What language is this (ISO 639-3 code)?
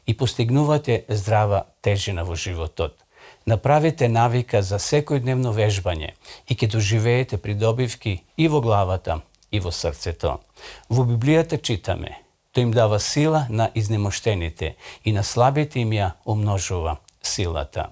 mkd